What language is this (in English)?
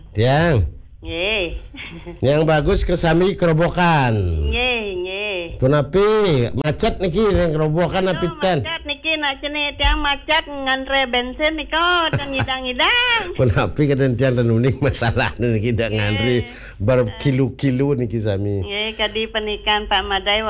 Balinese